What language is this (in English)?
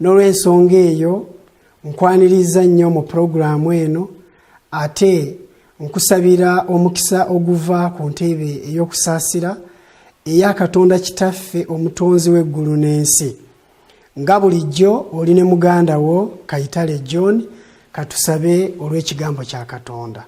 Ganda